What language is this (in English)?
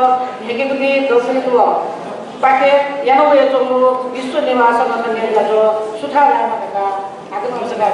Newari